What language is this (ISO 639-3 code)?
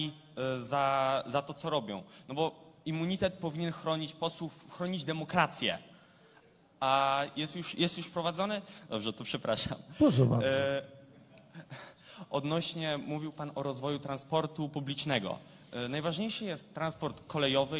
pol